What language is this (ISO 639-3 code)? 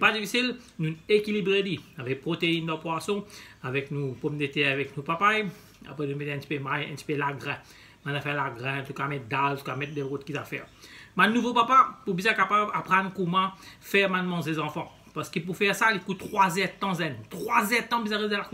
mfe